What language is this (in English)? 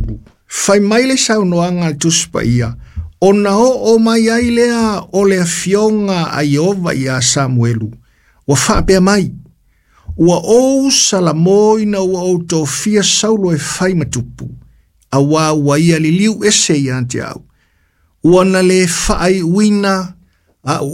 Samoan